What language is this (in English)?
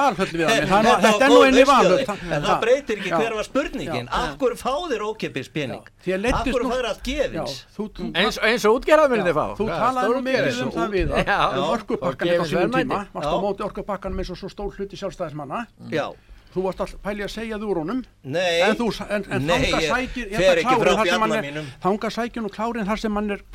Icelandic